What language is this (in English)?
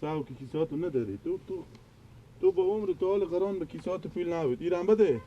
Persian